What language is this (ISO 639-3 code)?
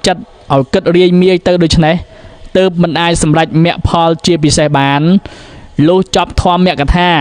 khm